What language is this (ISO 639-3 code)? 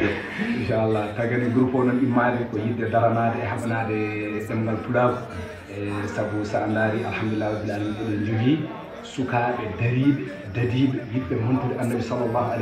ful